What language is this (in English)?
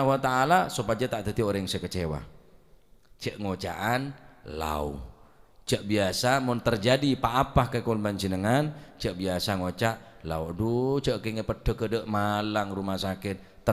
Madurese